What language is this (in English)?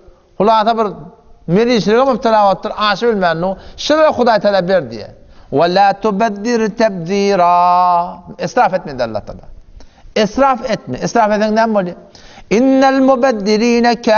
Turkmen